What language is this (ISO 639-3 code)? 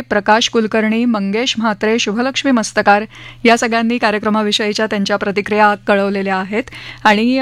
mar